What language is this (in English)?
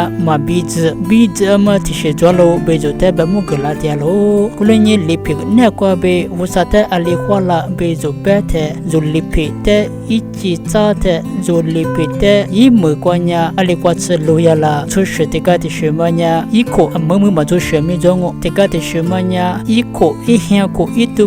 Lisu